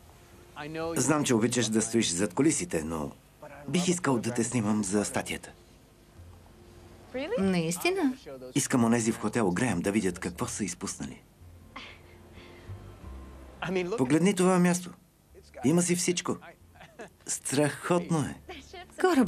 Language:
Bulgarian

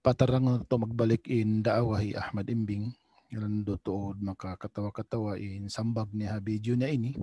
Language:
Tausug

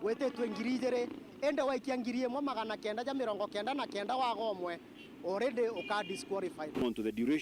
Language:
Meru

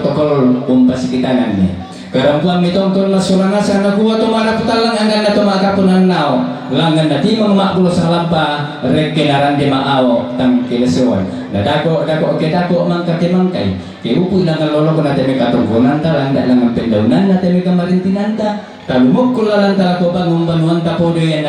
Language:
Toraja-Sa'dan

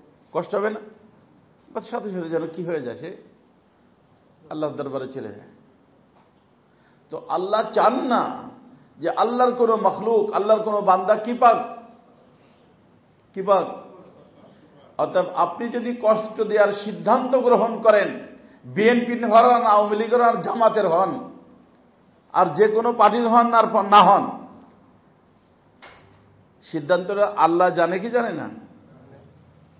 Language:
Bangla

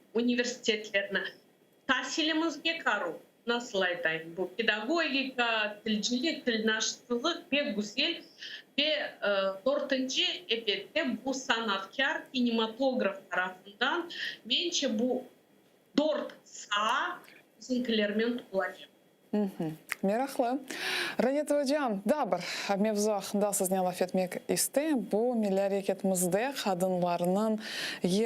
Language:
Crimean Tatar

